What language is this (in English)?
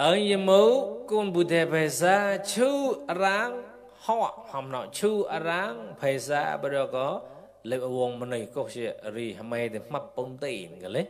Mon